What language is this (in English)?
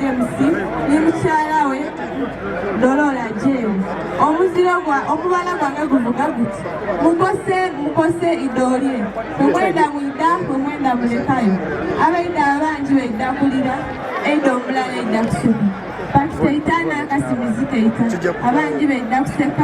Soga